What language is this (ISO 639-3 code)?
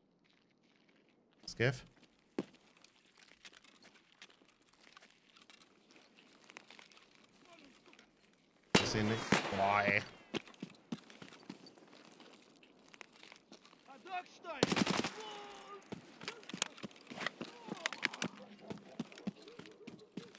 deu